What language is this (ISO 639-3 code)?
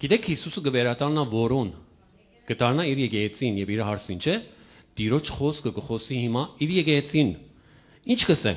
hyw